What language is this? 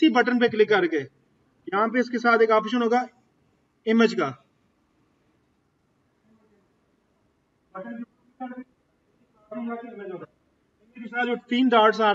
Hindi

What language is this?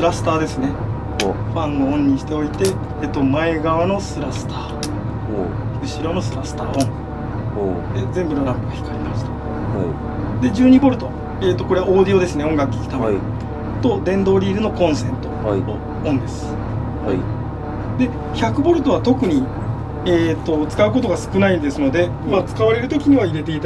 Japanese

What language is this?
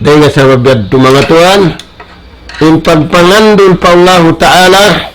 Tausug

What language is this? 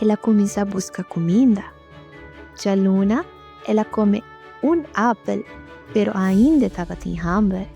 Papiamento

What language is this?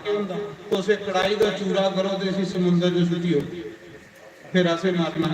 Dogri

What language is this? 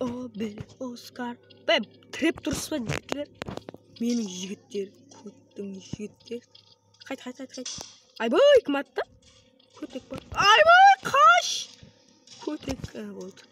Kara-Kalpak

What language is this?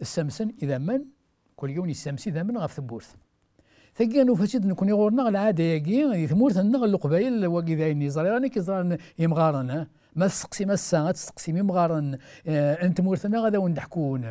Kabyle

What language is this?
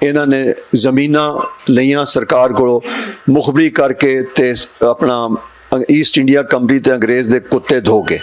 Western Panjabi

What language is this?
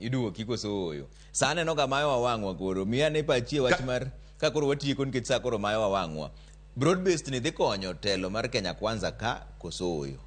Luo (Kenya and Tanzania)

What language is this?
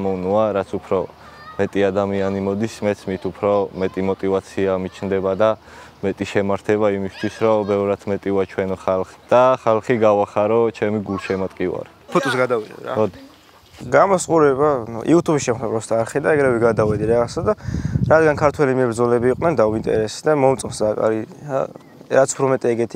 Georgian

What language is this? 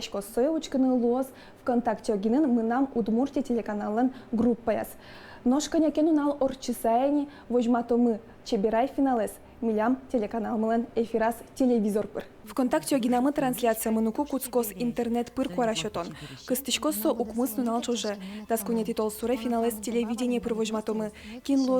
Udmurt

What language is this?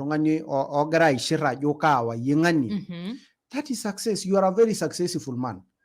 Masai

